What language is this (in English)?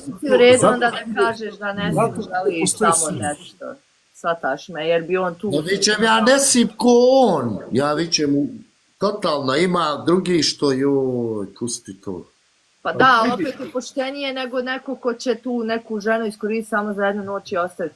Bosnian